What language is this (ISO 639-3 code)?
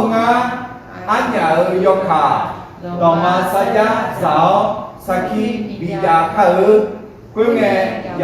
ahk